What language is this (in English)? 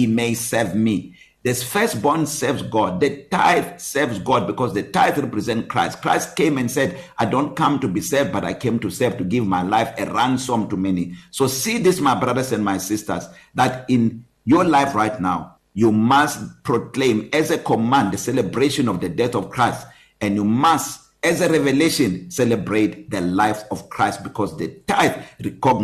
English